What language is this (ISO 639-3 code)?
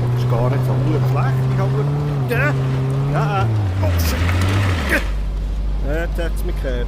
gsw